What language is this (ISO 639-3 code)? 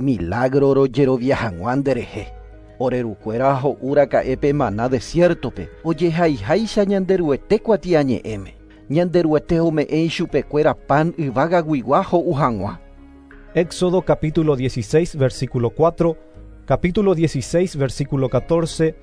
grn